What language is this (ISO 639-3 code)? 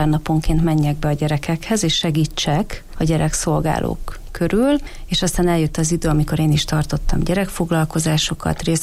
hun